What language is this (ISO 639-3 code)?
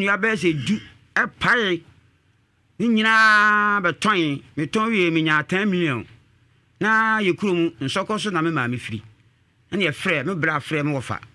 aka